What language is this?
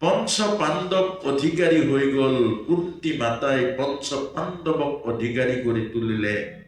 Assamese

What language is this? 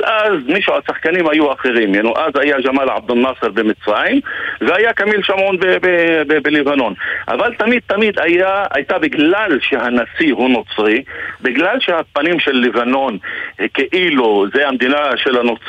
Hebrew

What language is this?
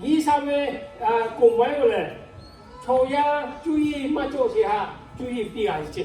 Lahu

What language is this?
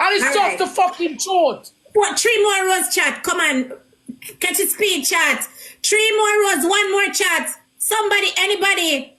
Jamaican Creole English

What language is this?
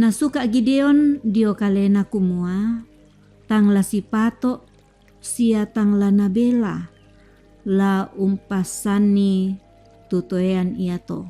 Toraja-Sa'dan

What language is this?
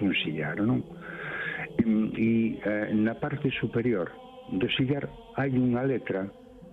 Galician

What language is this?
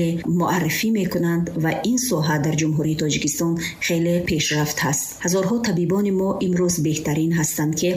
Tajik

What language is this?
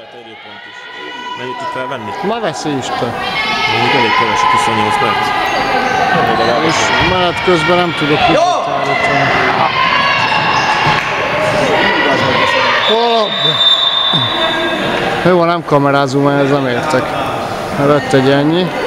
Hungarian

